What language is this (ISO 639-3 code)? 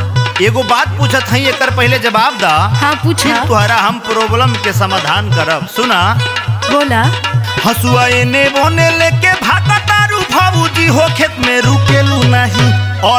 bho